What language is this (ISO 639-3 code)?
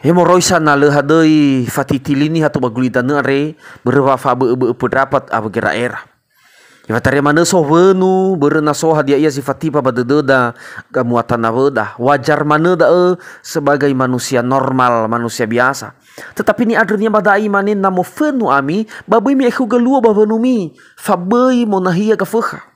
nia